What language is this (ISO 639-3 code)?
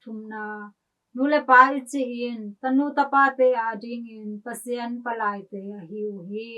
ctd